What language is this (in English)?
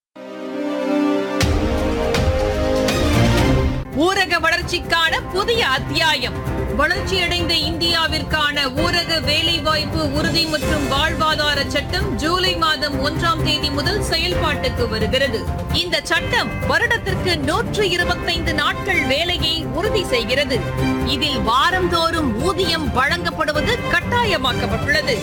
Tamil